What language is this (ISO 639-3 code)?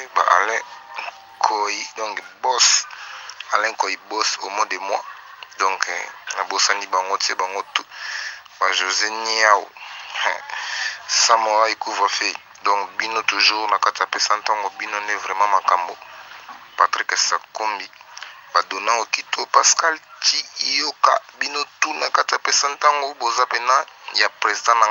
lin